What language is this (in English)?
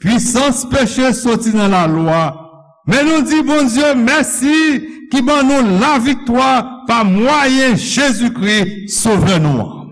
Haitian Creole